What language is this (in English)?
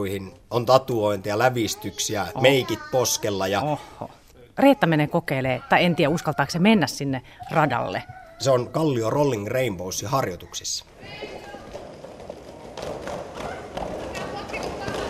Finnish